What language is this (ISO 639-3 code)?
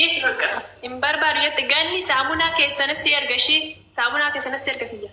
orm